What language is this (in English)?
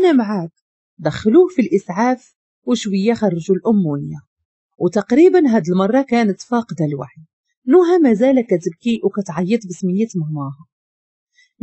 Moroccan Arabic